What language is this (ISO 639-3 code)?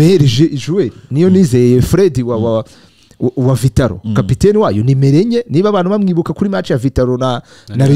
kin